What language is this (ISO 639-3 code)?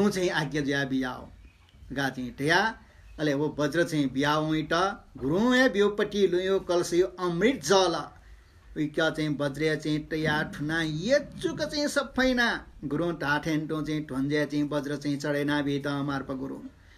new